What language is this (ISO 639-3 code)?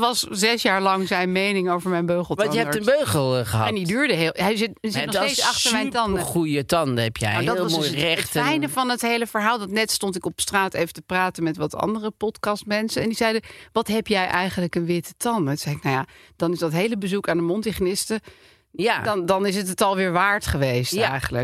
nld